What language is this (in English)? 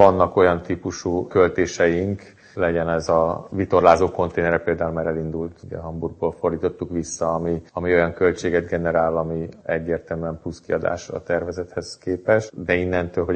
Hungarian